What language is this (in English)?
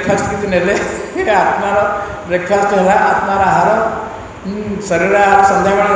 Odia